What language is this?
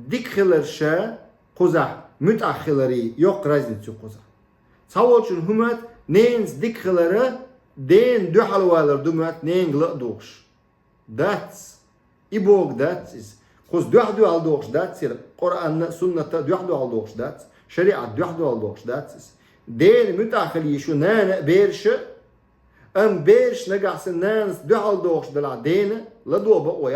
Chechen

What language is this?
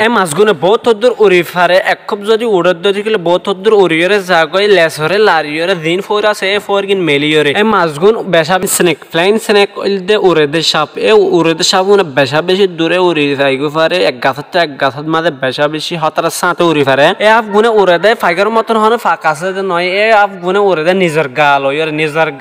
Rohingya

